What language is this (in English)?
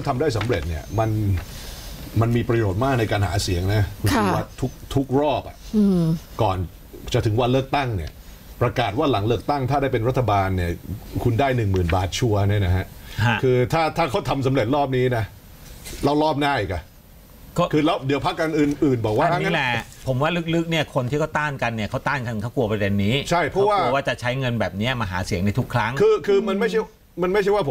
Thai